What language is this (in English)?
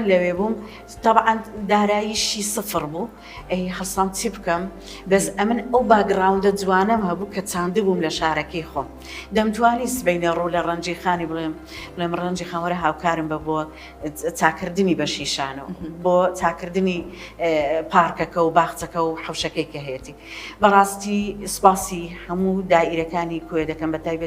Central Kurdish